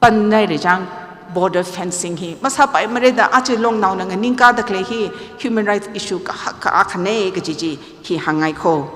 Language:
Tangkhul Naga (India)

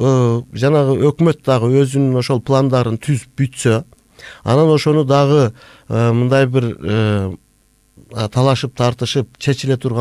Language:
Kyrgyz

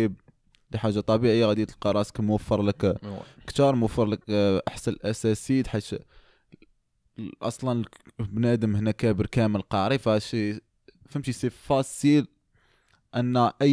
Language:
Moroccan Arabic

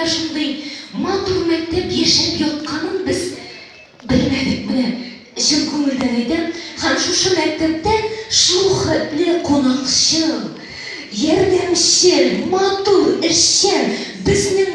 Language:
Tatar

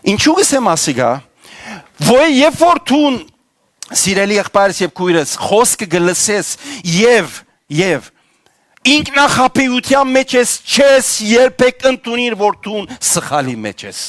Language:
Western Armenian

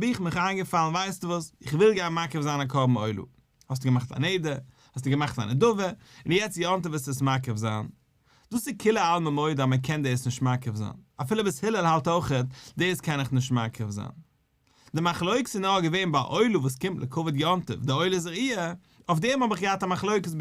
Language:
Yiddish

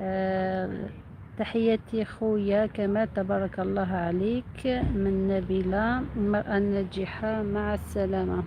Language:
Algerian Arabic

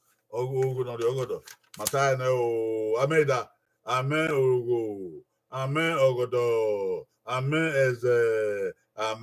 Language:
Bini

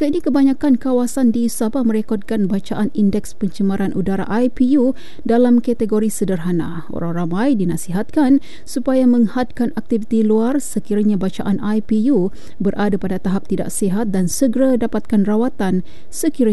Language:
Malay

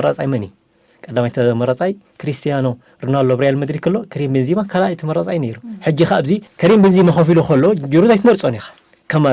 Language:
Tigrinya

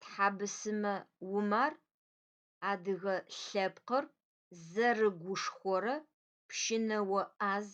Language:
Adyghe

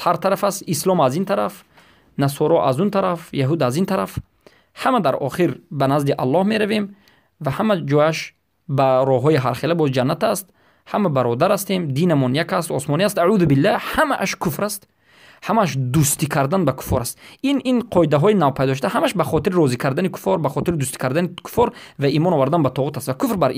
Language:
Persian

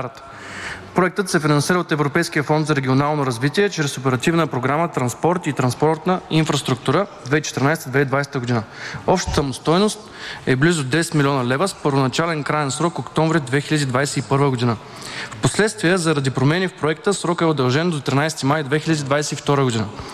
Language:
Bulgarian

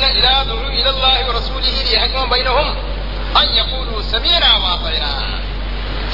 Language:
Malayalam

